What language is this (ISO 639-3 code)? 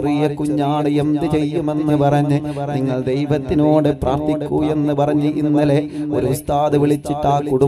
mal